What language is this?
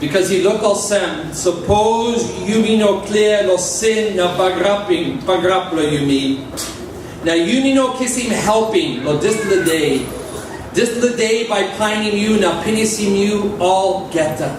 Tok Pisin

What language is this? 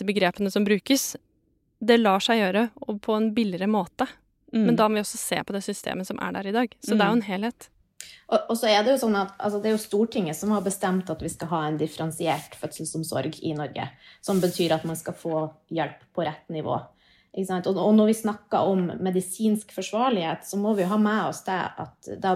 Norwegian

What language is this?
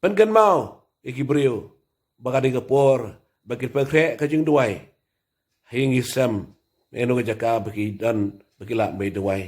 Khasi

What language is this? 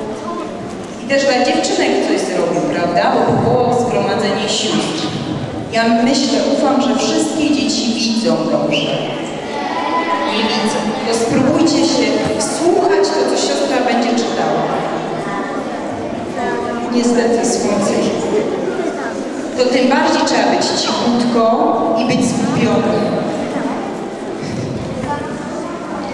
Polish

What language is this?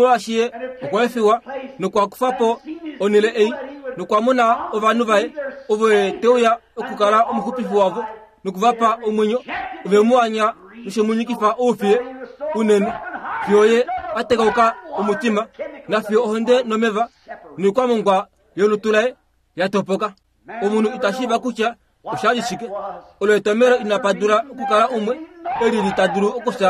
Kuanyama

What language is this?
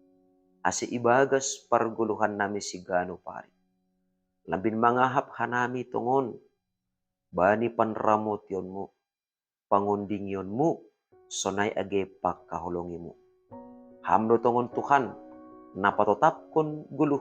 Batak Simalungun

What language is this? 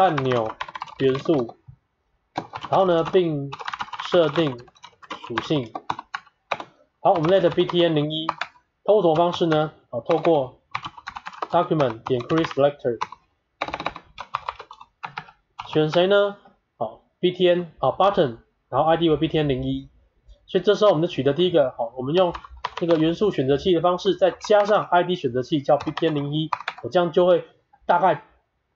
Chinese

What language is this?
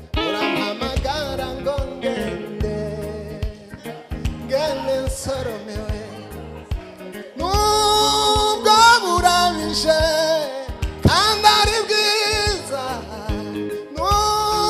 Kinyarwanda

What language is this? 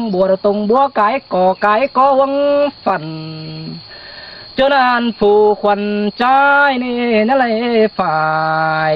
Vietnamese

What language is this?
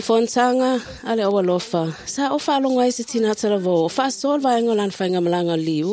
Samoan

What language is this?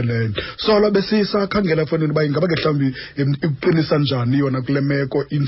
Xhosa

